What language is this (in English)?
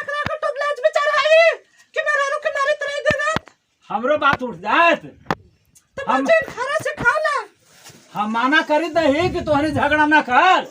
Magahi